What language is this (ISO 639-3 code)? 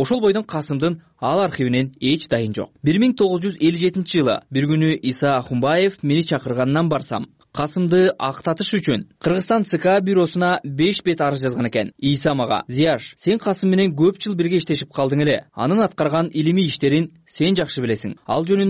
kir